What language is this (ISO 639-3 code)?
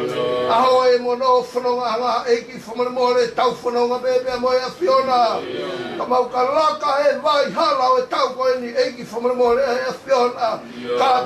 ton